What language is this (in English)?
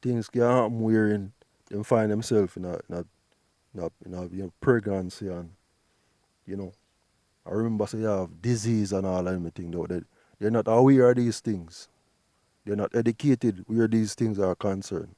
Jamaican Creole English